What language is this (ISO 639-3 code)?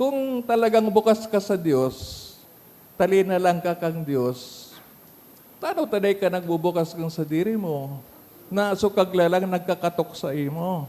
bik